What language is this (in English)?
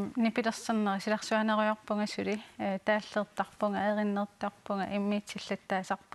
Kalaallisut